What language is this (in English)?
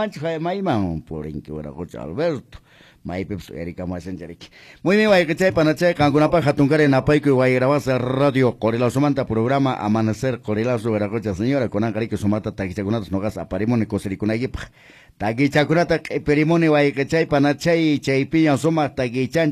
Quechua